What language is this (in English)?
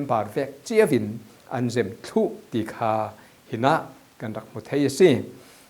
Falam Chin